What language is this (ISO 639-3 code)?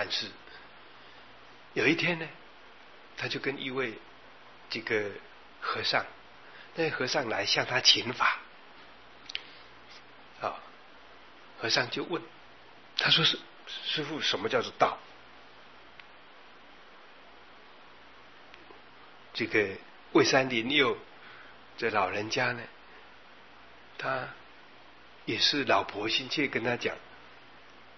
zho